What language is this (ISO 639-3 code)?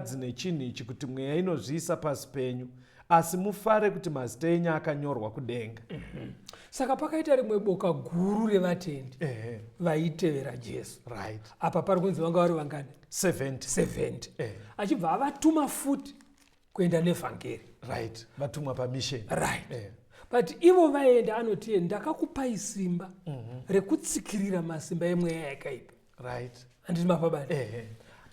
sna